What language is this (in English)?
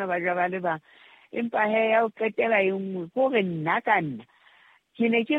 Southern Sotho